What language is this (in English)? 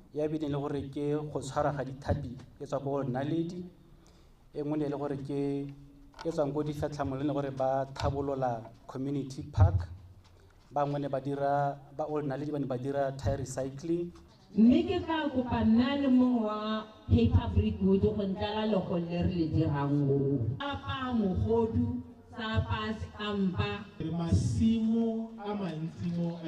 Tswana